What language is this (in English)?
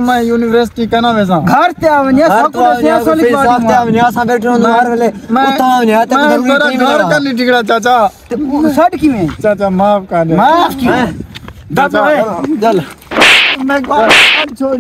Saraiki